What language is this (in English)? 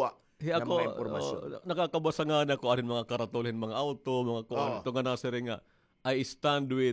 Waray